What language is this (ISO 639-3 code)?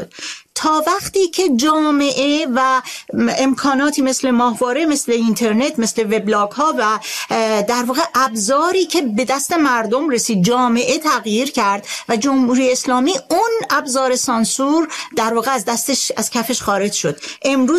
fas